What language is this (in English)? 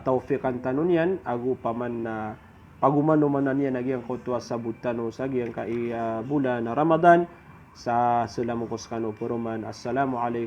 Maranao